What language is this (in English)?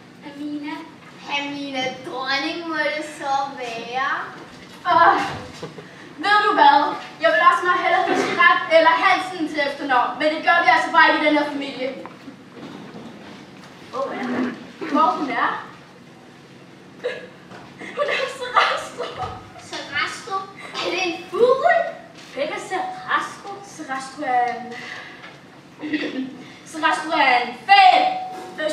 Danish